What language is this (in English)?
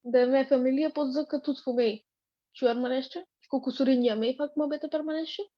Aromanian